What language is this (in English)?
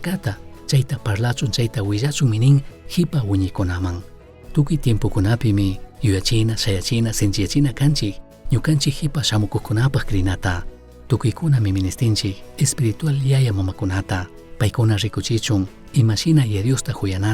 Chimborazo Highland Quichua